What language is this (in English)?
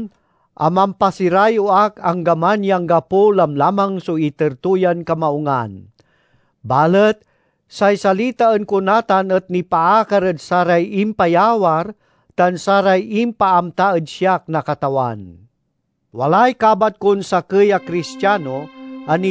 Pangasinan